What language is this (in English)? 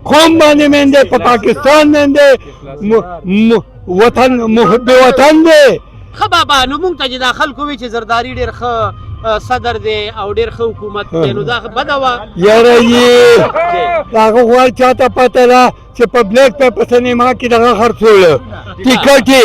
Pashto